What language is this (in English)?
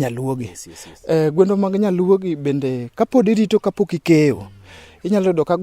Luo (Kenya and Tanzania)